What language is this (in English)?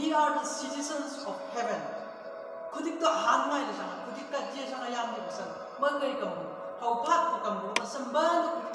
Chang Naga